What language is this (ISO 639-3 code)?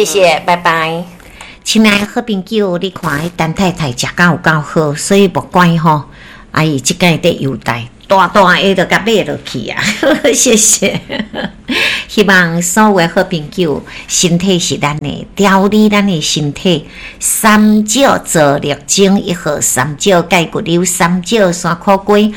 nan